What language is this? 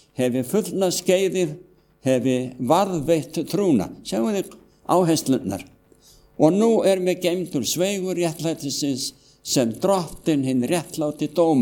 Icelandic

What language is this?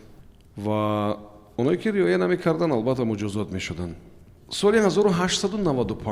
Tajik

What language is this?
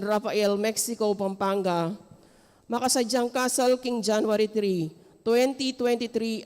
Pampanga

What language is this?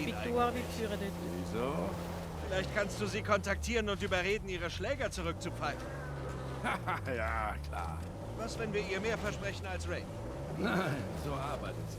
Swiss German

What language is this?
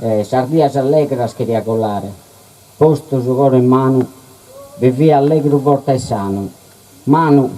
Sardinian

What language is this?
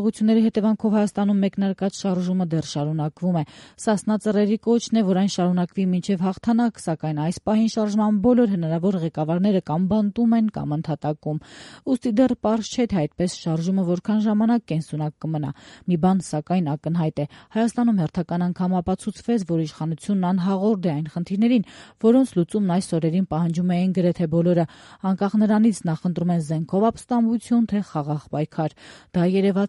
Armenian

